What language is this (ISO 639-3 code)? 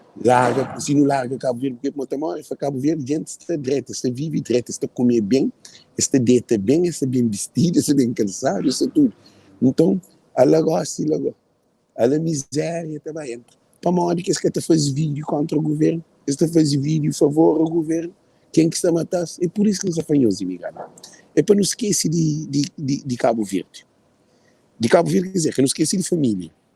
kea